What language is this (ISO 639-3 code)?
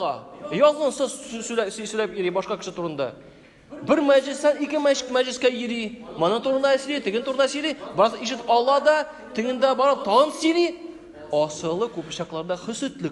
tat